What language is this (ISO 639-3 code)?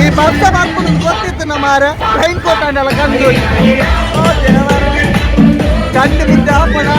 tcy